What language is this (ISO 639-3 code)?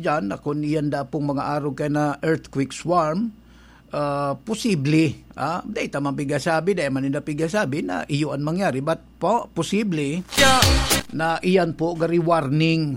bik